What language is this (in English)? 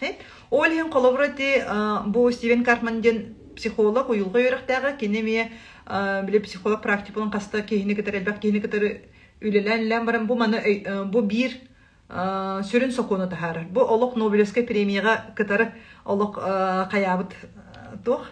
Yakut